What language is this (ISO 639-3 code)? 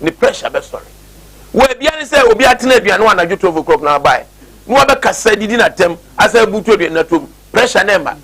aka